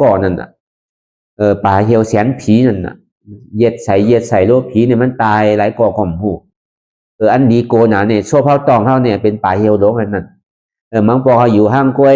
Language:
Shan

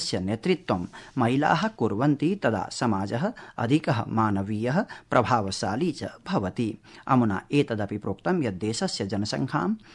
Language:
Sanskrit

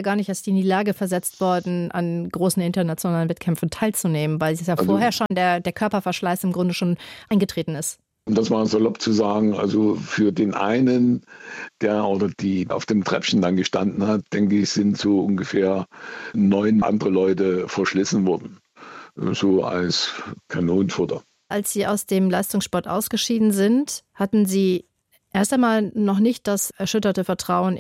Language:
German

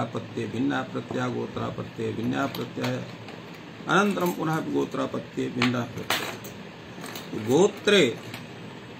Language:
Sanskrit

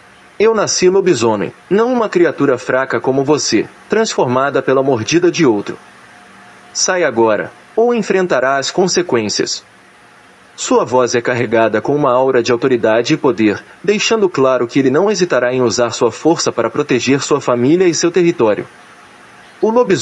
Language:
Portuguese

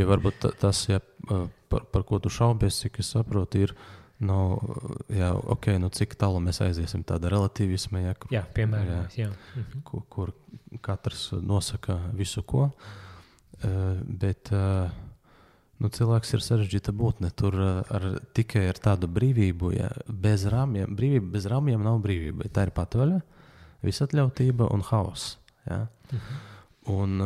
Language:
Latvian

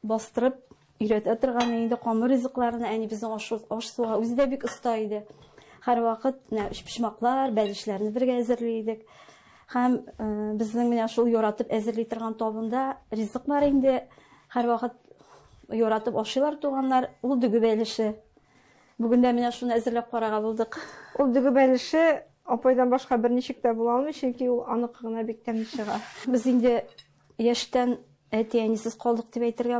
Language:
Tatar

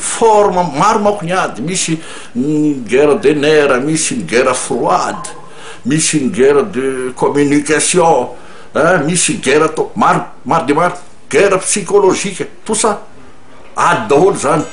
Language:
Malagasy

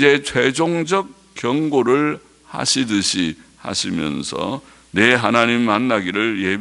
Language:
Korean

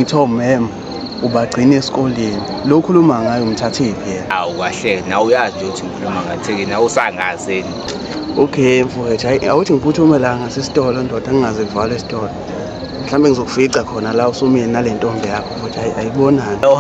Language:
Zulu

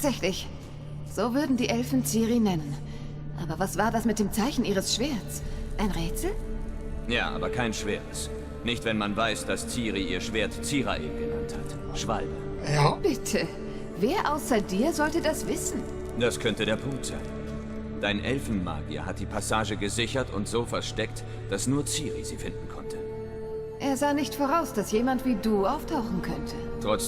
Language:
Swiss German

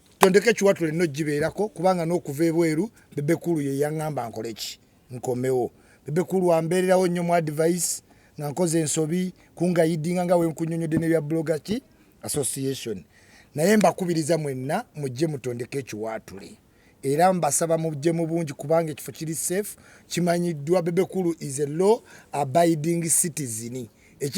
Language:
Ganda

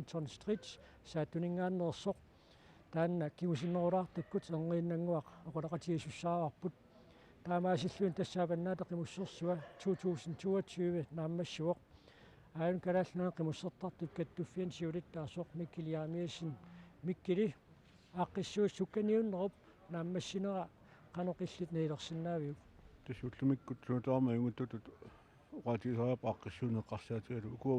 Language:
Kalaallisut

